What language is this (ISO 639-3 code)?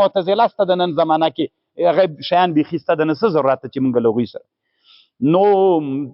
pus